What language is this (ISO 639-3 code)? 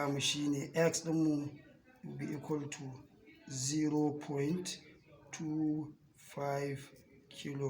hau